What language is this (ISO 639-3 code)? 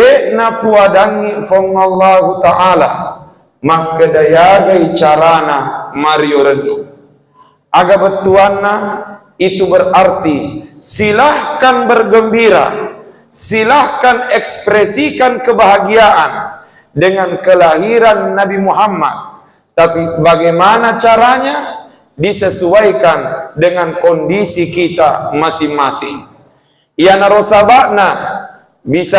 bug